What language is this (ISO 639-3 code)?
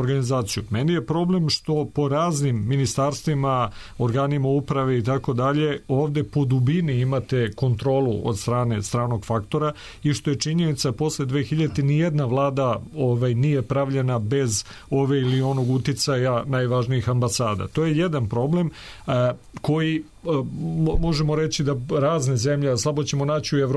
srp